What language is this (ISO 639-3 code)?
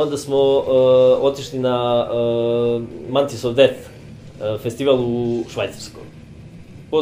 srp